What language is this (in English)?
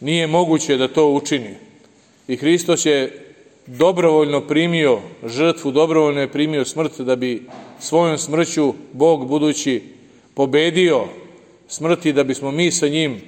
Serbian